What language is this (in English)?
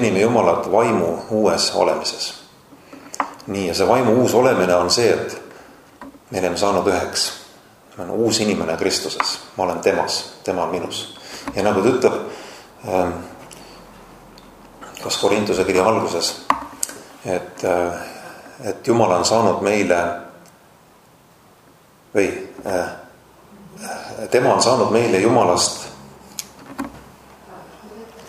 Estonian